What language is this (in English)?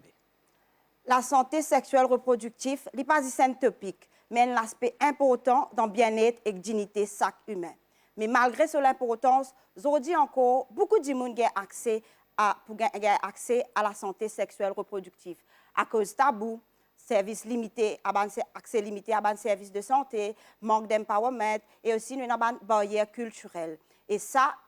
Morisyen